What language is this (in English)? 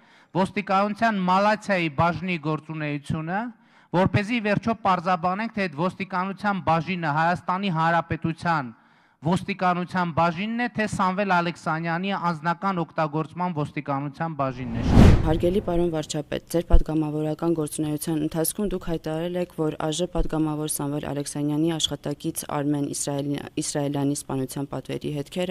Armenian